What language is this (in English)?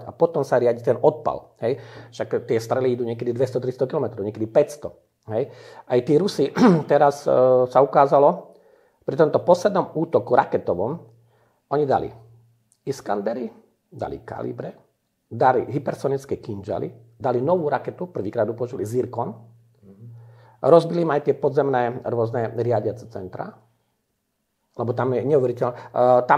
Slovak